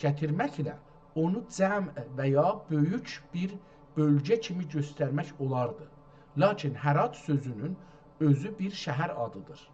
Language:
South Azerbaijani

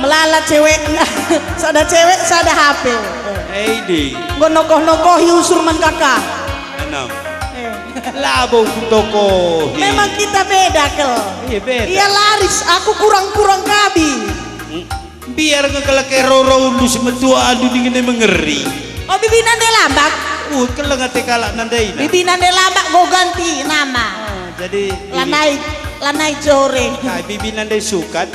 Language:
Batak Karo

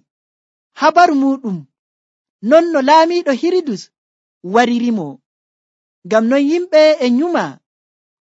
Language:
Nigerian Fulfulde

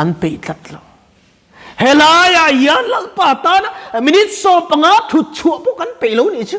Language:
Mizo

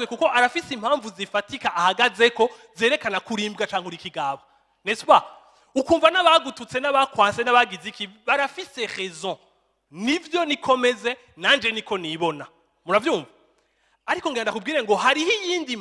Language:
Rundi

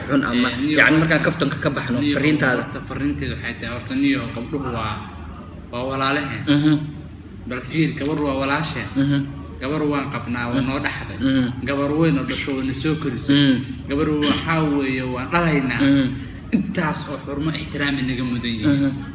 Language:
Somali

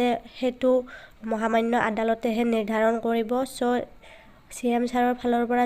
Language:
Assamese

